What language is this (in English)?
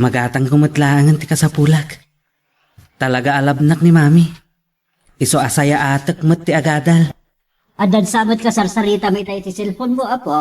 Iloko